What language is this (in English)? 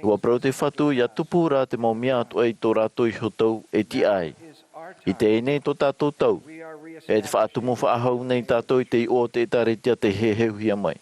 Tahitian